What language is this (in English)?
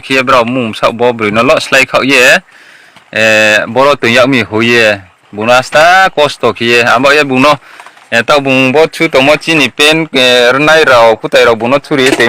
Riang (India)